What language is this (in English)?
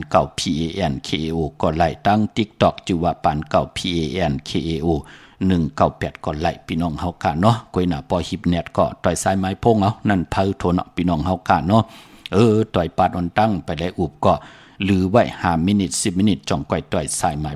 Shan